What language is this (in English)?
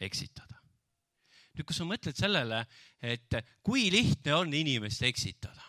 Estonian